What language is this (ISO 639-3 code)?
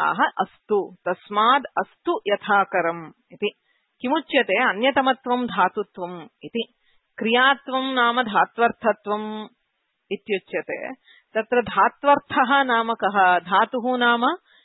san